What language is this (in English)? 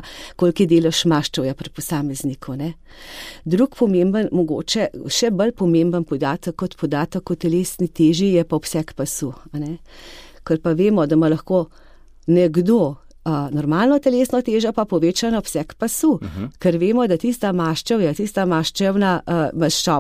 Slovenian